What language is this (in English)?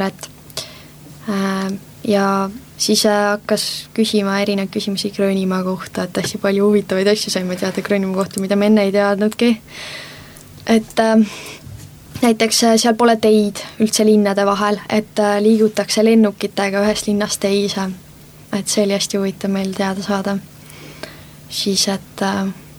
Estonian